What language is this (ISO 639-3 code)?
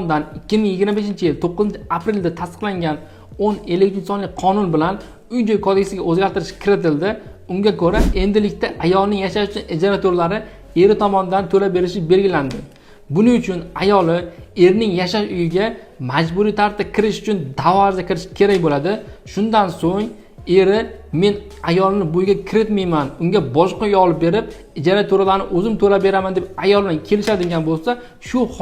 uzb